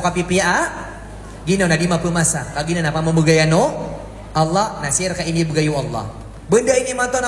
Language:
Maranao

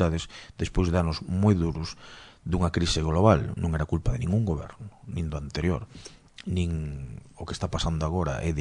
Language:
Galician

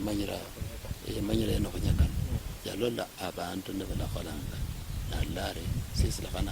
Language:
Luyia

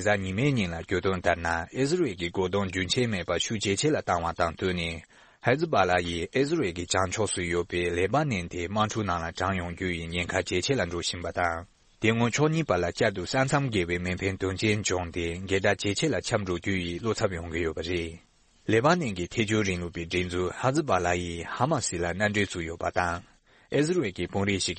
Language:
Tibetan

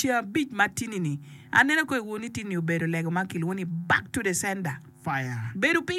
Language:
Acoli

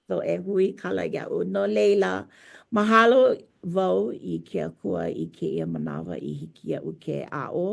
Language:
Hawaiian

